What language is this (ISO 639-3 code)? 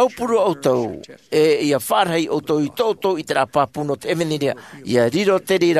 tah